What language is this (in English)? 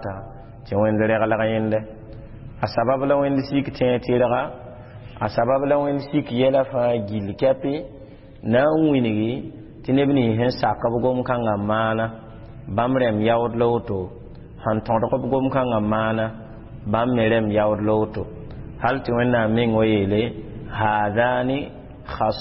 Mossi